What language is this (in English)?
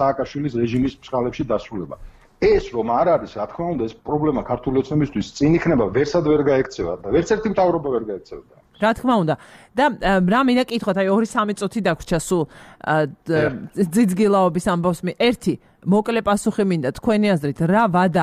Georgian